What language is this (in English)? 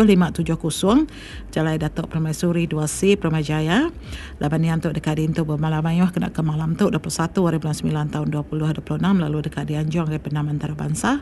Iban